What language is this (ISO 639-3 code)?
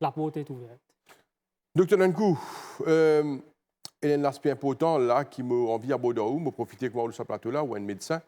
mfe